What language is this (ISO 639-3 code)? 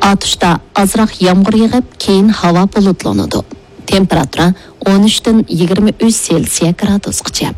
uig